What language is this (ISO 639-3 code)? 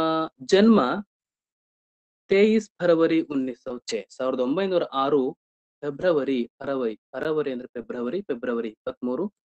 kan